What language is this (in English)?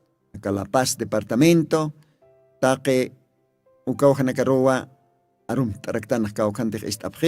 Aymara